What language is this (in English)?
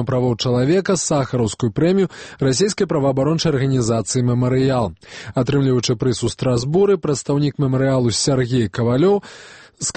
Belarusian